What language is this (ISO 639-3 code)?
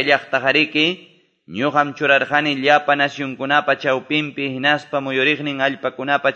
que